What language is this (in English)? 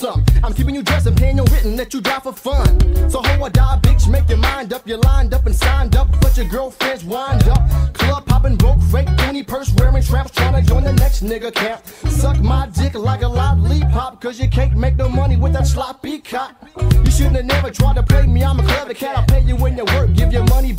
English